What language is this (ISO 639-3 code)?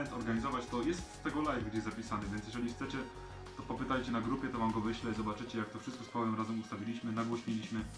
pol